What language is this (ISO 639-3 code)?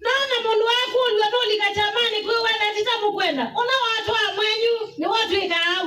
kam